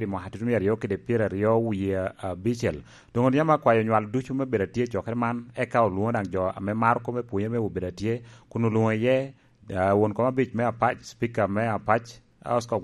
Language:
Lango (Uganda)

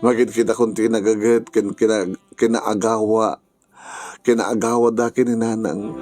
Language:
Iloko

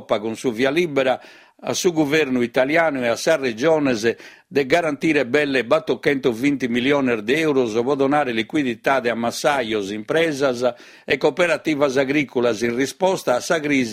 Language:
Sardinian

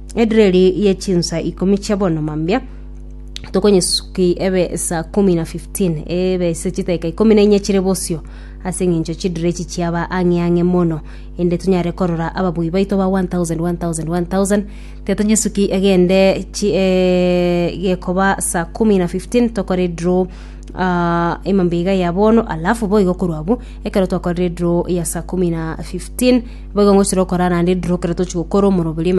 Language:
Gusii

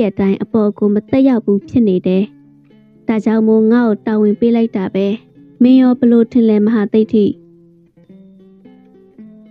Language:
Burmese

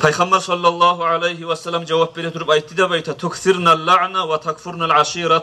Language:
Kumyk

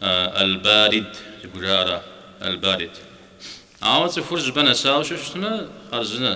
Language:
Kabardian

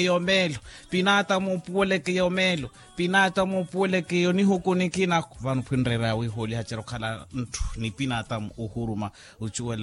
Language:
Makhuwa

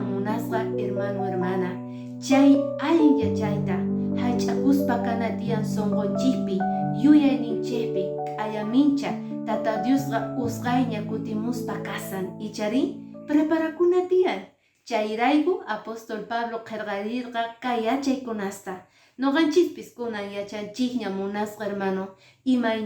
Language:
Quechua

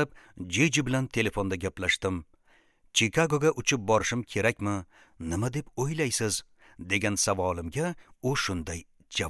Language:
Uzbek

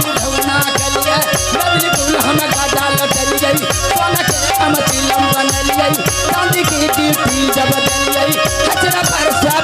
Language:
Maithili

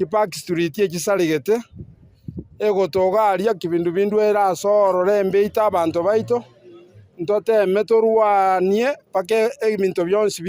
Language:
Gusii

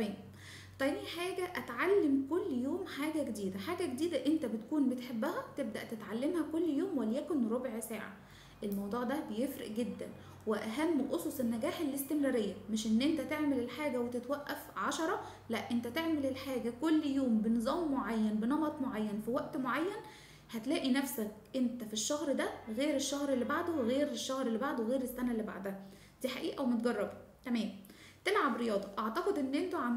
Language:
Egyptian Arabic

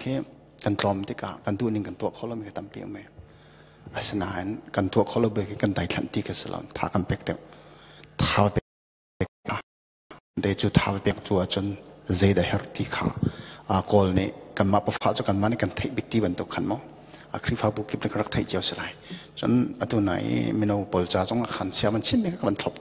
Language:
Hakha Chin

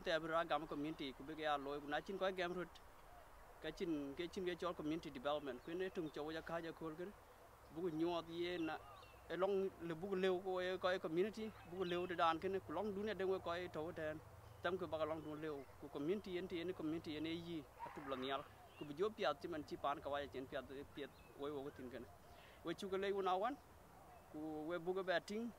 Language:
Dinka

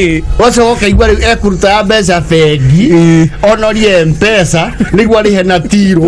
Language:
Kikuyu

